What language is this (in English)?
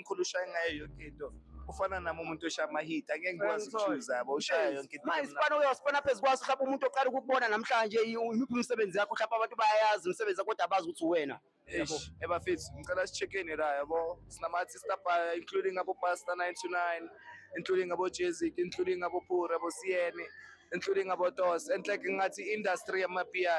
Zulu